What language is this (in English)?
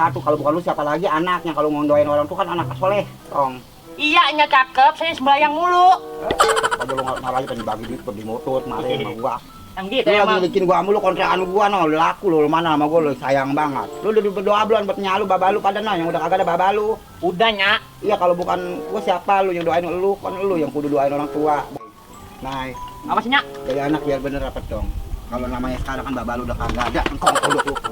Betawi